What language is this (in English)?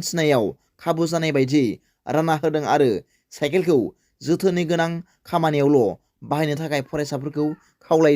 Bodo